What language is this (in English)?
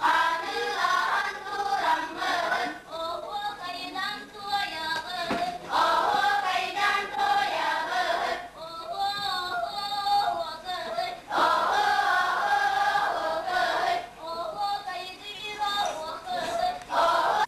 Yakut